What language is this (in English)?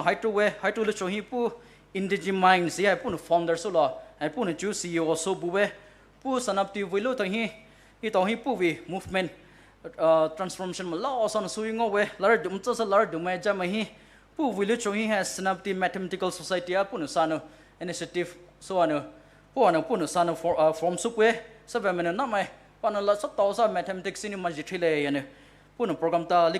Poumei Naga